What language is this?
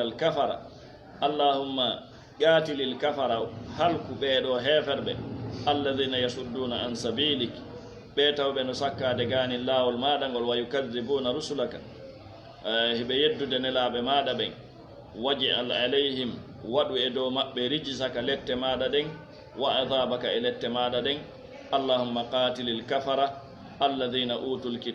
Fula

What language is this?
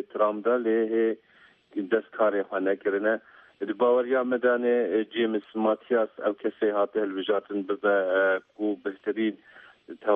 Kurdish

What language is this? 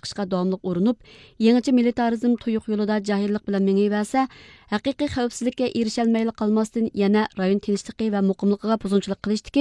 Uyghur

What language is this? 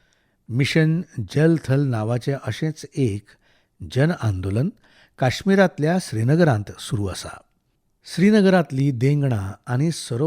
Konkani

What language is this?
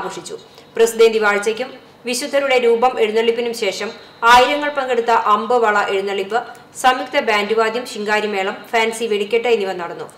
Malayalam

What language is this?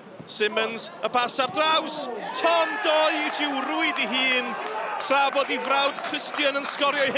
Welsh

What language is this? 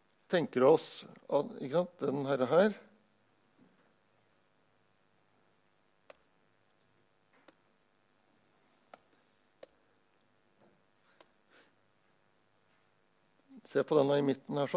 Norwegian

